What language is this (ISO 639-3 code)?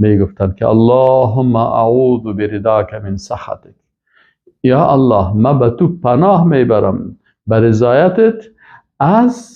fas